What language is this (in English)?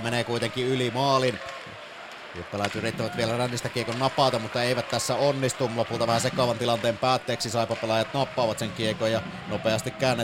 Finnish